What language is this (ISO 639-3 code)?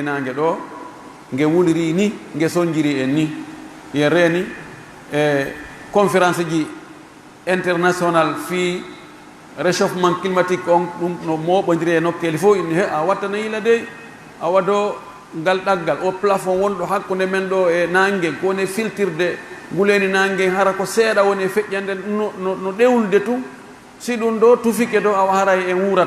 fuf